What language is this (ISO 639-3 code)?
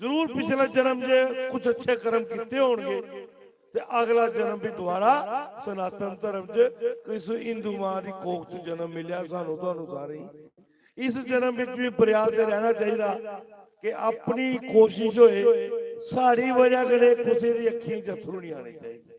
doi